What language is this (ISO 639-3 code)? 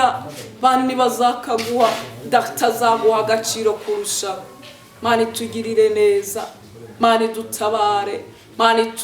kin